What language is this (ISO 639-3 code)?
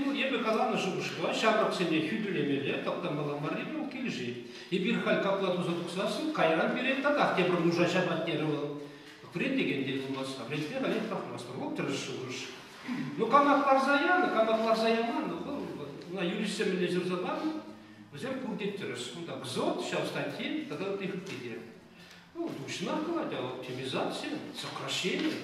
chv